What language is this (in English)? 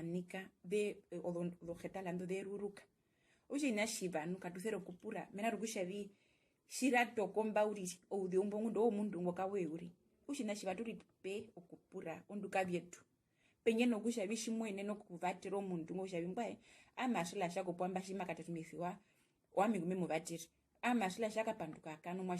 Herero